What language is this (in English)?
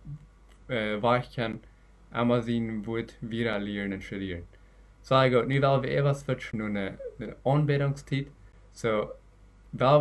Plautdietsch